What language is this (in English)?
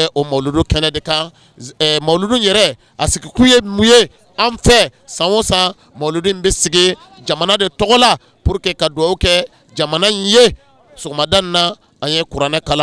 Bambara